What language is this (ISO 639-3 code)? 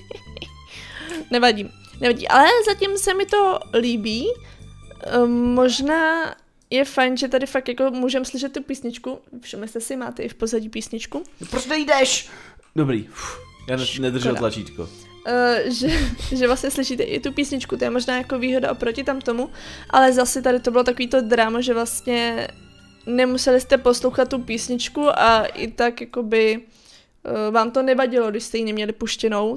ces